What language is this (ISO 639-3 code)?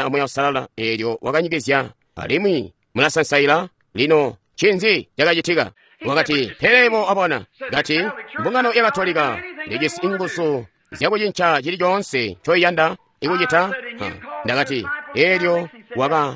toi